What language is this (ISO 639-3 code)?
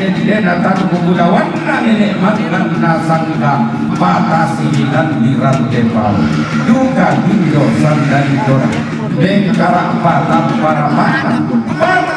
sda